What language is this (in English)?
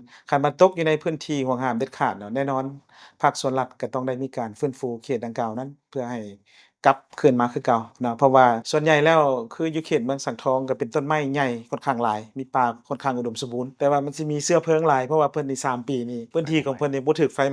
Lao